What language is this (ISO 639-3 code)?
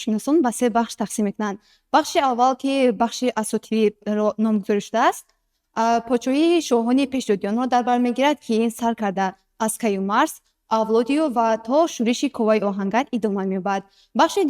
tgk